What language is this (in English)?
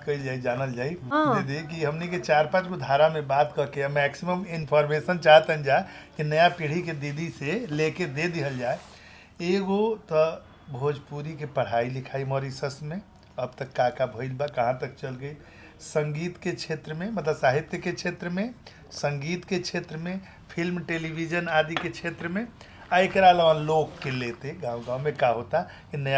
Bhojpuri